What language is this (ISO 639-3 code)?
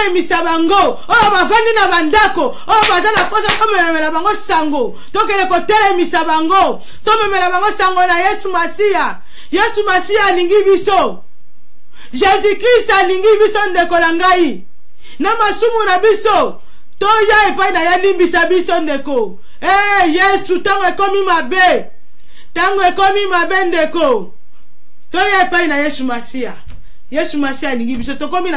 lin